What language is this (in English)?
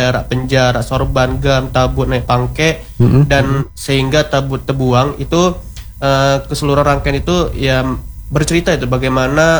Indonesian